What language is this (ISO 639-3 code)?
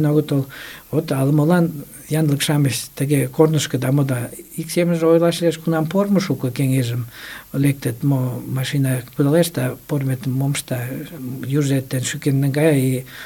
chm